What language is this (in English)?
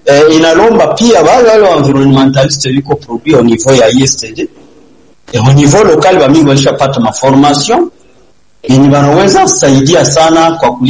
Swahili